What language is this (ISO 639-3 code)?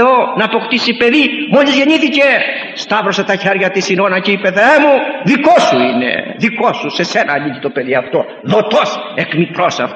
ell